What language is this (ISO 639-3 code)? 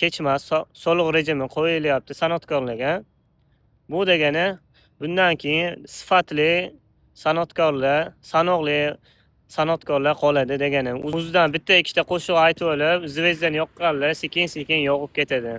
uzb